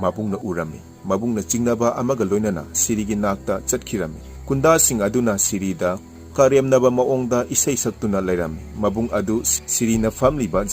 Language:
Manipuri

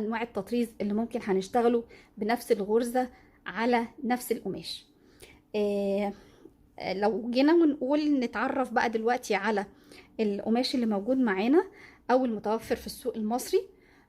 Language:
Egyptian Arabic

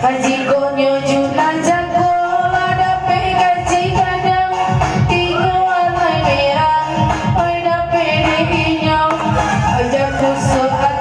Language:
Minangkabau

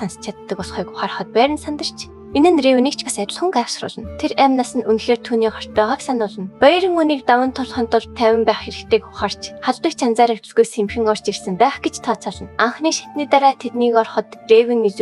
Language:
Mongolian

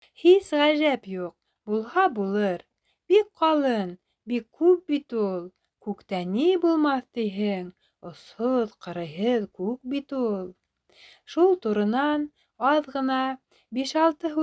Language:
Bashkir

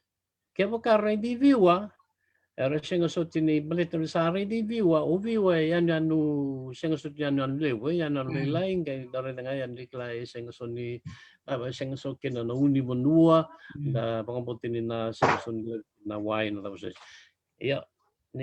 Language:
Fijian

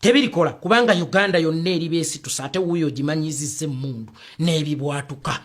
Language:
Ganda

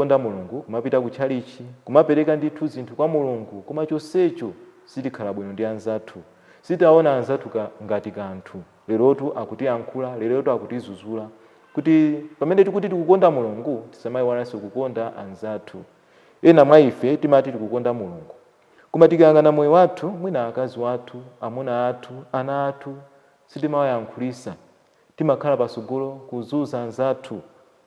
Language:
Nyanja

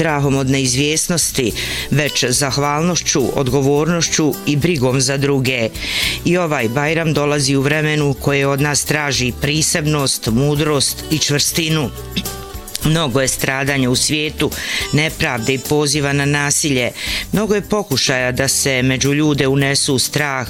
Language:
Bosnian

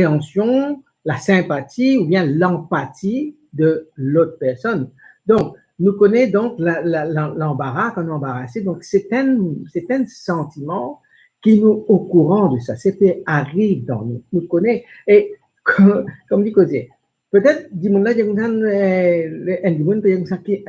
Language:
Morisyen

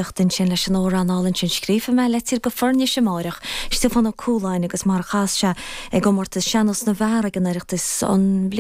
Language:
Irish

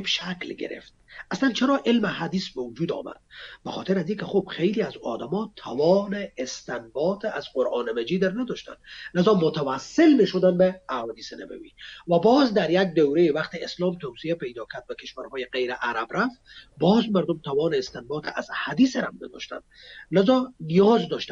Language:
Persian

